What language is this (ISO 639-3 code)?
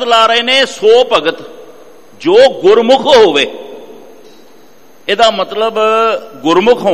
pan